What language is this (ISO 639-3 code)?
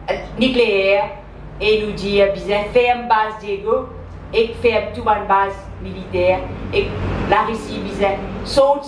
mfe